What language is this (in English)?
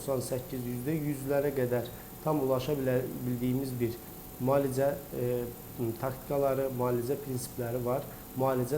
Azerbaijani